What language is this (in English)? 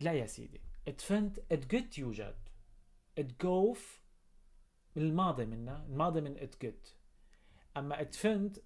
North Levantine Arabic